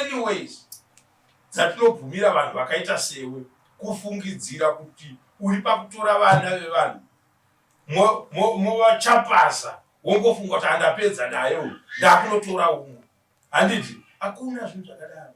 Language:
Shona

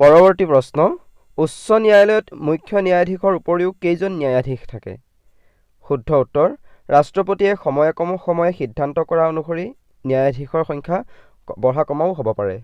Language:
Assamese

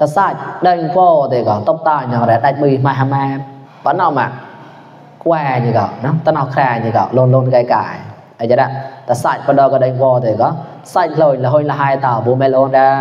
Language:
Mon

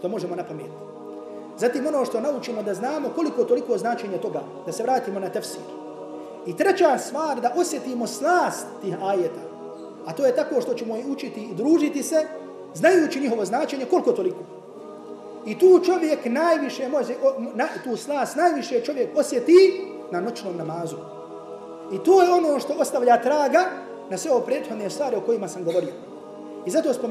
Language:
Bosnian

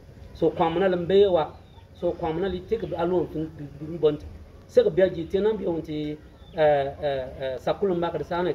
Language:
Bimoba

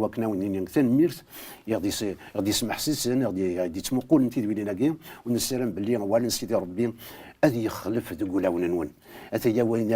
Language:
Kabyle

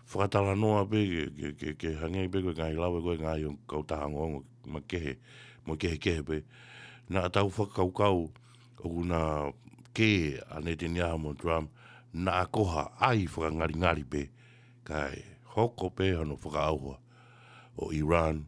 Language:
Tongan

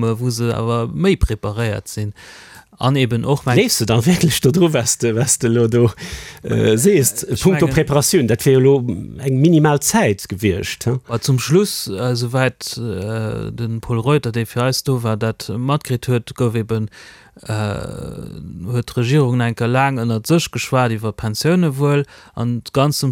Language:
Luxembourgish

